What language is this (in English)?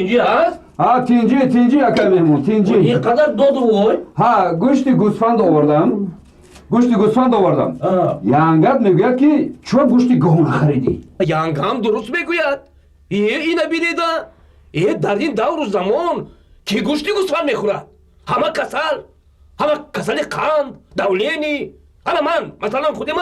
Tajik